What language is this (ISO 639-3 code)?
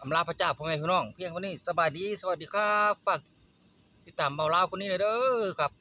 tts